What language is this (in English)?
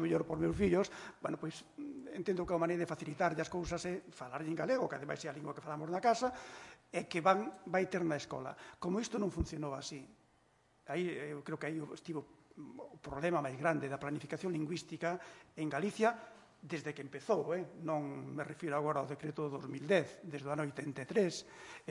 Galician